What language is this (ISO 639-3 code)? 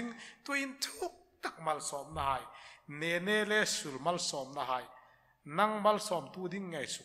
hmr